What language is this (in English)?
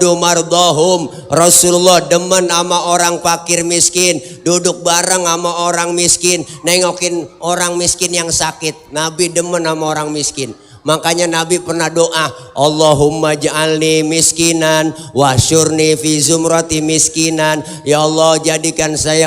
Betawi